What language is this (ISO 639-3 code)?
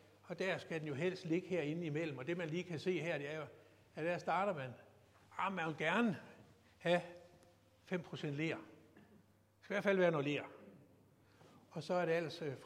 dan